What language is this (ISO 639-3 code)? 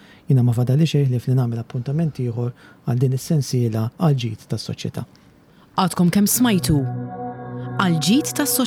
mlt